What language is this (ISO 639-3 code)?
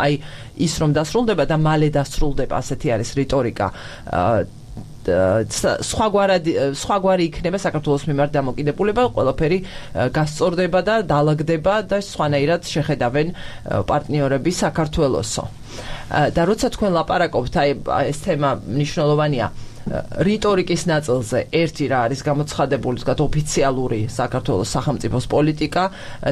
kat